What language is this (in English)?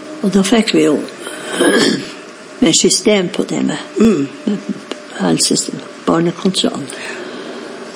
Norwegian